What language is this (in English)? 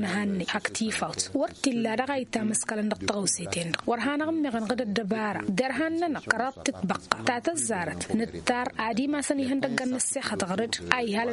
Tamasheq